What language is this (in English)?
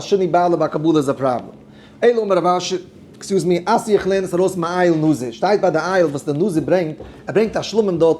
Yiddish